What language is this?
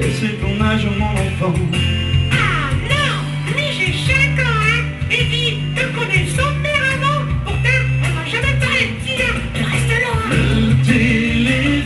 Picard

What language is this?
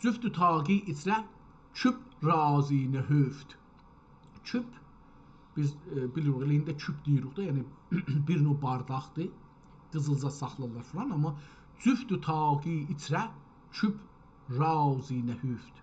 South Azerbaijani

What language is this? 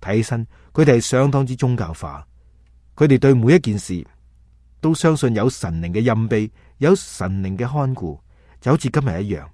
Cantonese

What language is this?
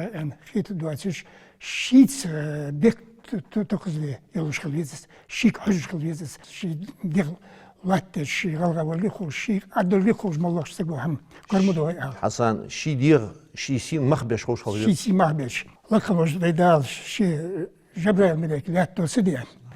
Ingush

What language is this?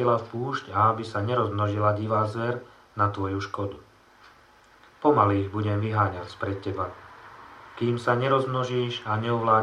Slovak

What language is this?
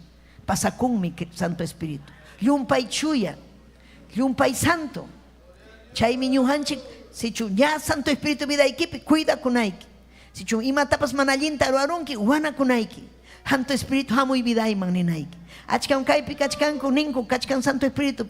Ayacucho Quechua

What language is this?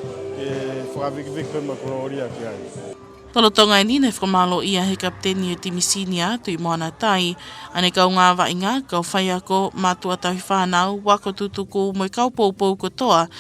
Tongan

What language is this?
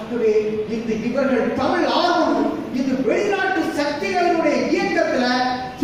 Tamil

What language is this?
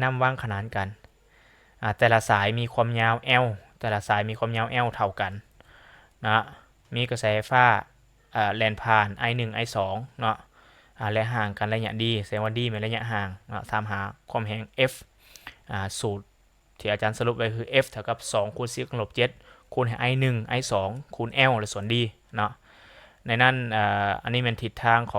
Lao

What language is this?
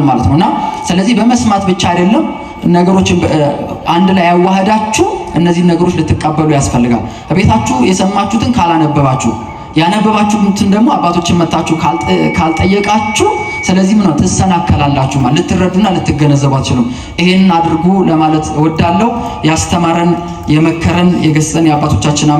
Amharic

